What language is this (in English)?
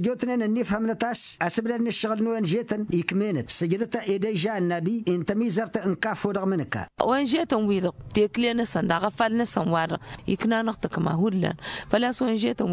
Tamasheq